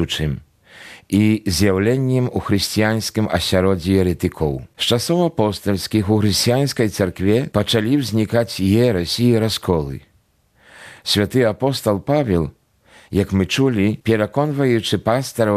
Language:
Belarusian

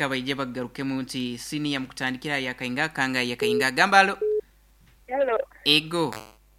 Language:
Nyoro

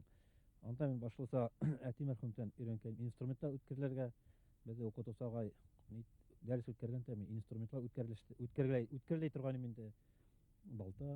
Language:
Bashkir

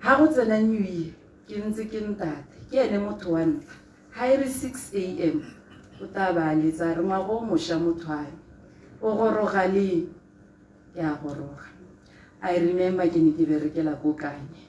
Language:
Tswana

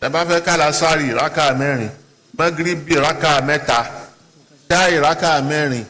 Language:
Yoruba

